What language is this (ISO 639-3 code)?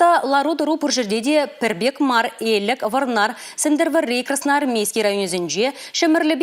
chv